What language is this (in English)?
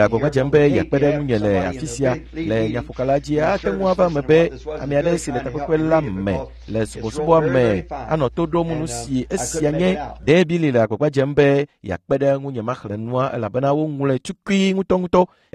Ewe